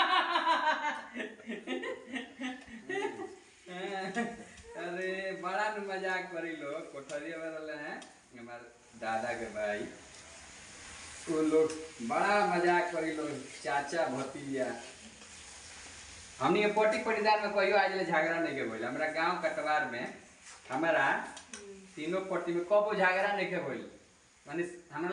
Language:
Bhojpuri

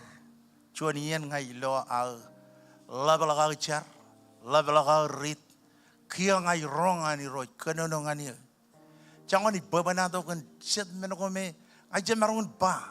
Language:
Marshallese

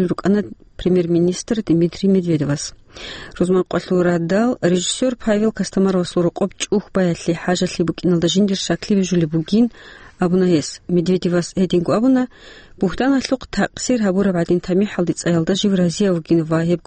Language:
Avaric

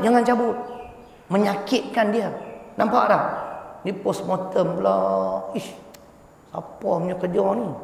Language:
Malay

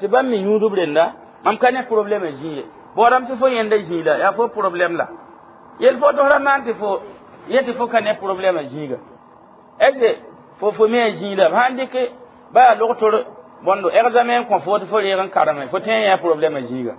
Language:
Mossi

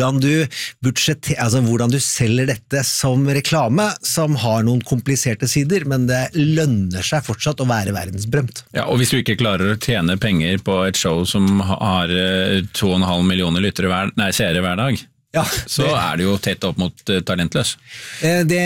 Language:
Norwegian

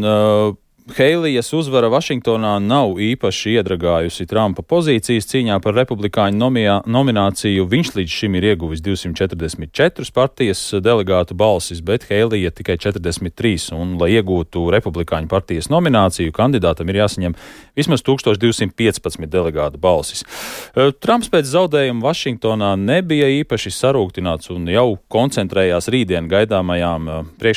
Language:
Latvian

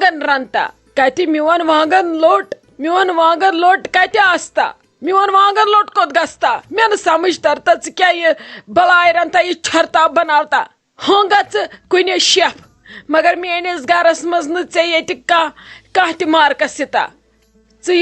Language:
Kashmiri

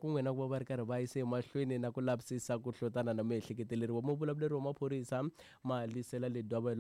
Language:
Tsonga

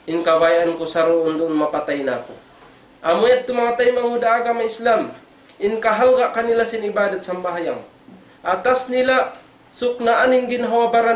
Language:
Tausug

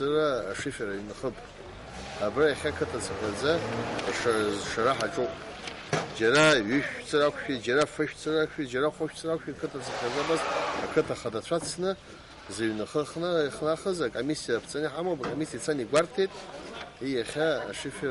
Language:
Abkhazian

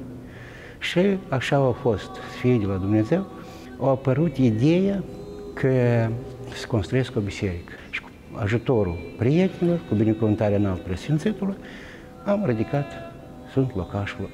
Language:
Romanian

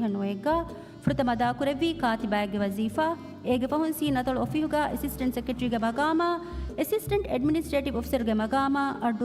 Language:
Divehi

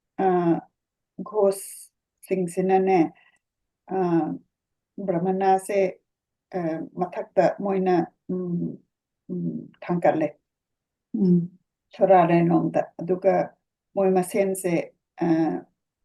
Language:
Manipuri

